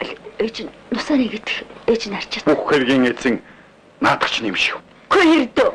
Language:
Mongolian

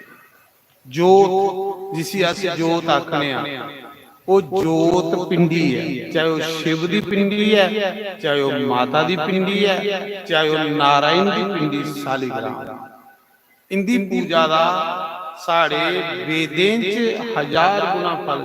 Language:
Dogri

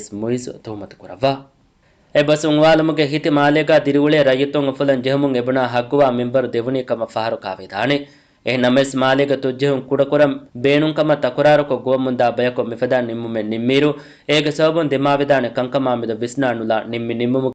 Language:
Divehi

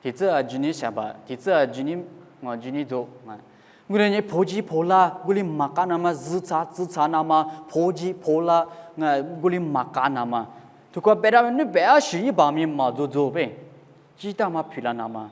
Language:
Lisu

